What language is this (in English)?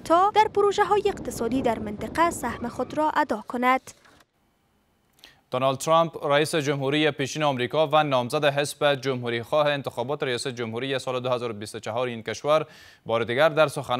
Persian